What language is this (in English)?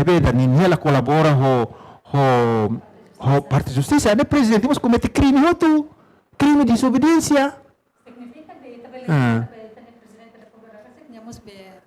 Tetum